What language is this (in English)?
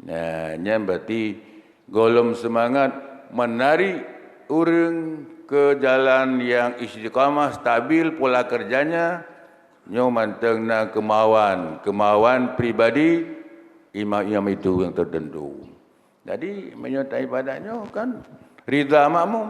Achinese